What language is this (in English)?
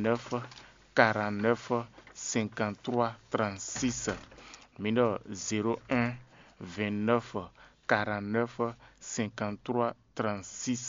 Fon